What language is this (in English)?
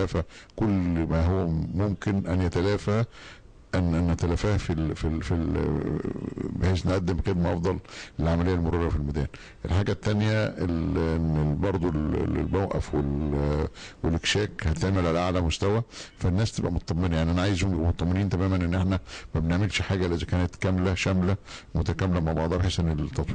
Egyptian Arabic